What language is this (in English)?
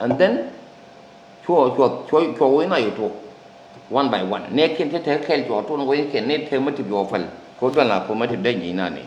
Nuer